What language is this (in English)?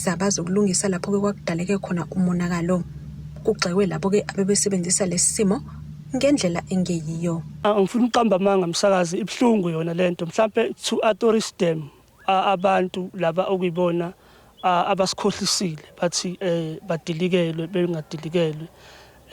Zulu